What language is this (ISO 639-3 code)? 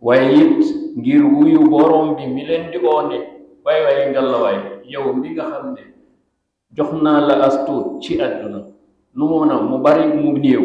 wol